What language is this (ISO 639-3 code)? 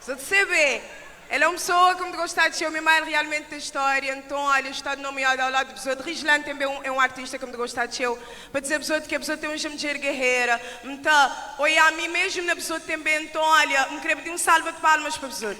kea